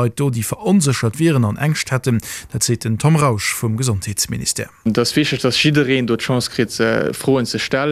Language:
Luxembourgish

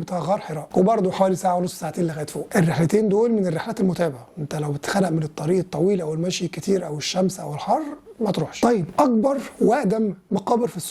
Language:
Egyptian Arabic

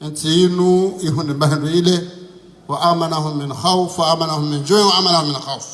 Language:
Ngazidja Comorian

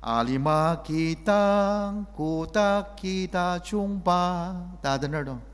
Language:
Ao Naga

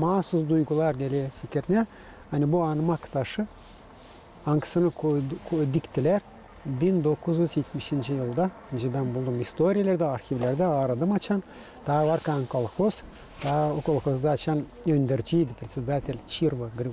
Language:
Gagauz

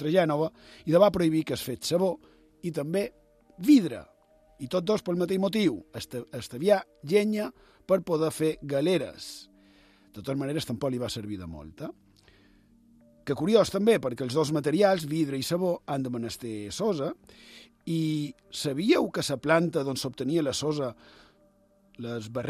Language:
Catalan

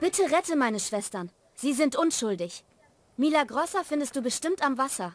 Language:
Bavarian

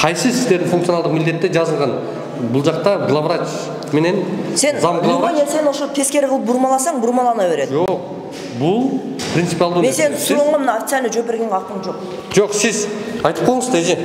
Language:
Kyrgyz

